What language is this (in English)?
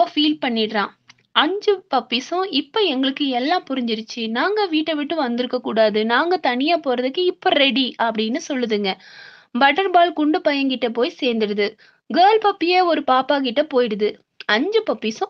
Tamil